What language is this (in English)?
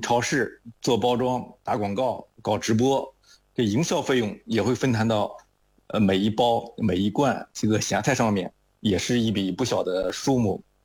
Chinese